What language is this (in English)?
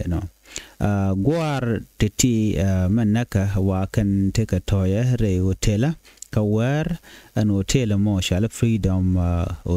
Nuer